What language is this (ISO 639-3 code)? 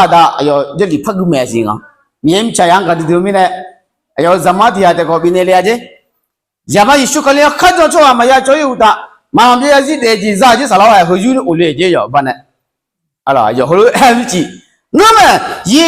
ahk